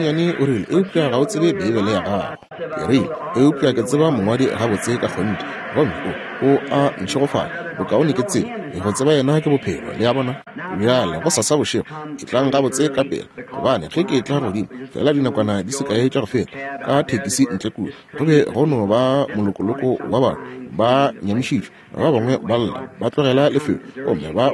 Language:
Northern Sotho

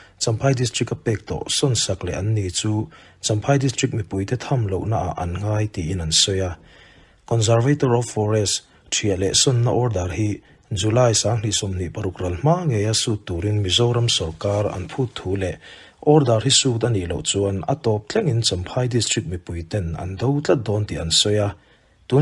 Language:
Mizo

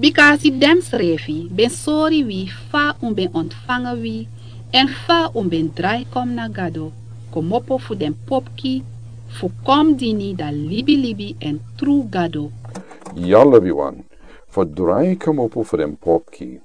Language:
Sranan Tongo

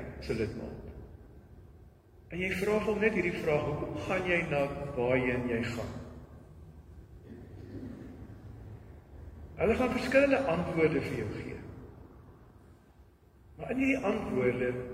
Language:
Afrikaans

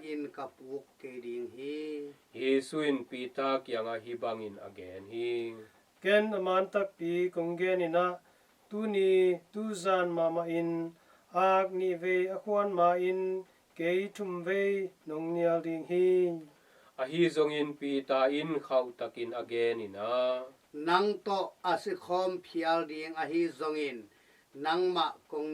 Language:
Tedim Chin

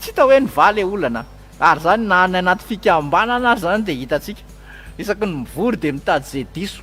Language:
Malagasy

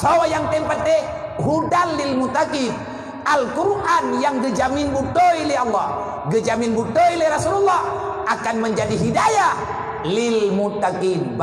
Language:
Achinese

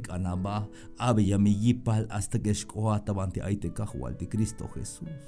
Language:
Tzeltal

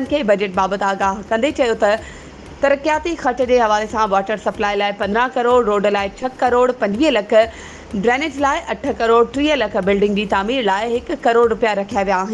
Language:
Sindhi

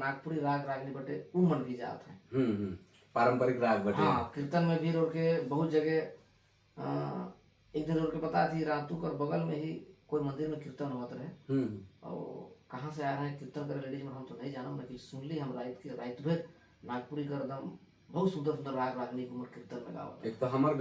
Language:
Sadri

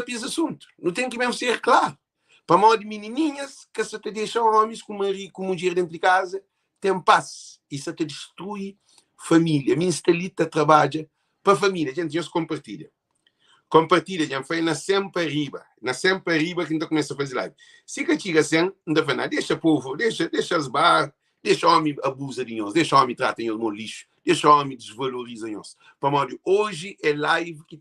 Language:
Kabuverdianu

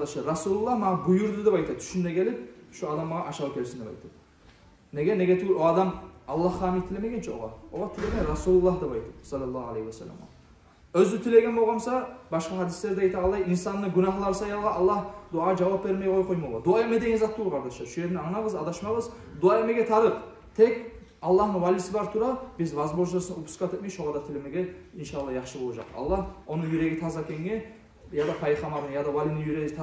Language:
Kumyk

